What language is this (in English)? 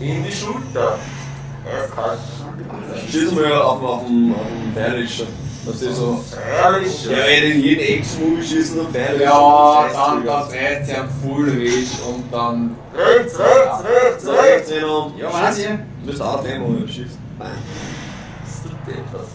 Bavarian